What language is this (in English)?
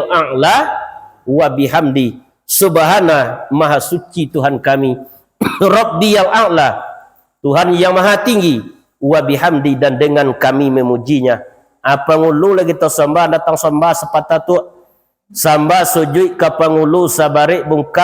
Minangkabau